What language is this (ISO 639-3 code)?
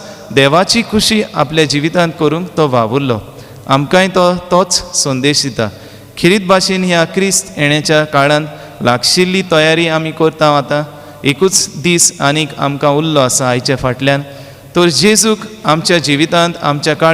kok